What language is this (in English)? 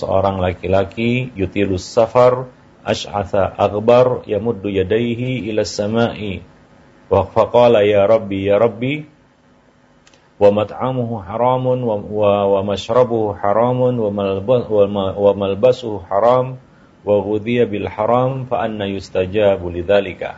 Indonesian